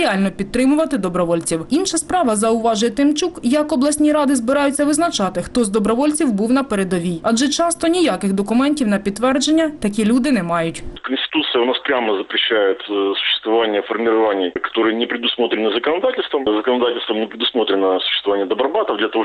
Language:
Ukrainian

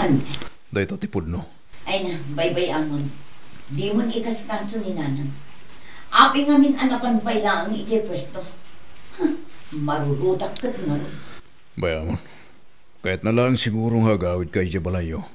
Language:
Iloko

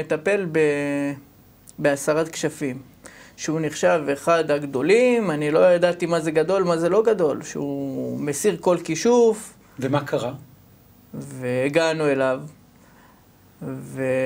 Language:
Hebrew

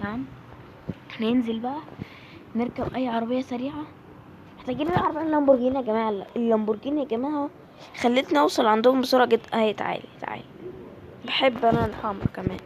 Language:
Egyptian Arabic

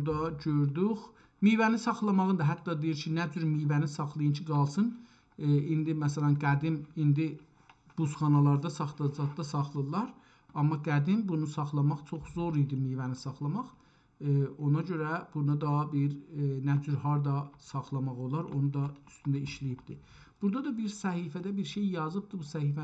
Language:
South Azerbaijani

